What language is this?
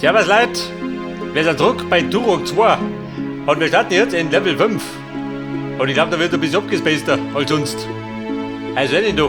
Bavarian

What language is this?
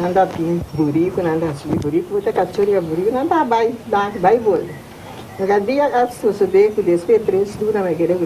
Papiamento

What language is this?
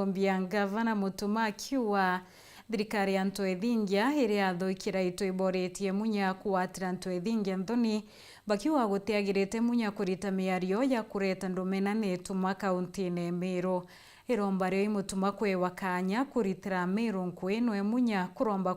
Meru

